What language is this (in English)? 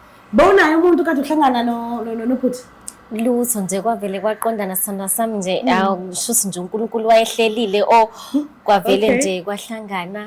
Zulu